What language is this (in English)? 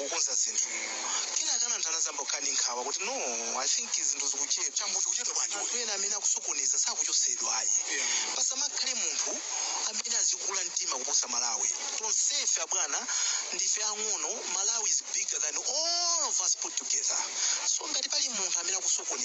Nyanja